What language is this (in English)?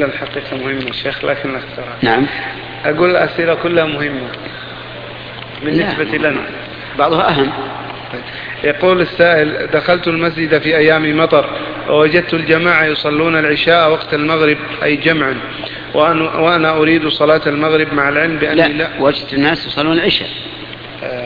Arabic